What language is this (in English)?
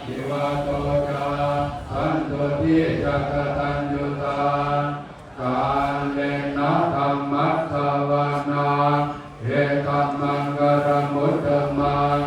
Pali